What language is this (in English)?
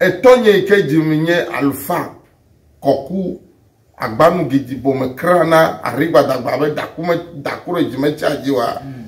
Ewe